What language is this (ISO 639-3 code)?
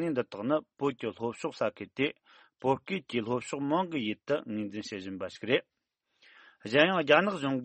bod